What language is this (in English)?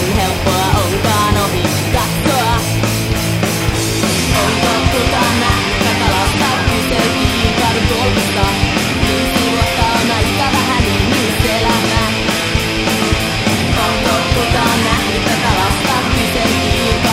Finnish